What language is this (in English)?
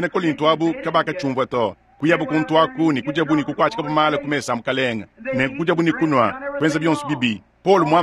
Luba-Lulua